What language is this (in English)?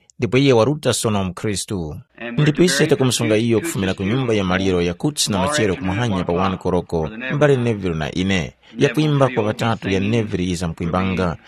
Tumbuka